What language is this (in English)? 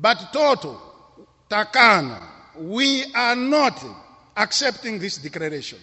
English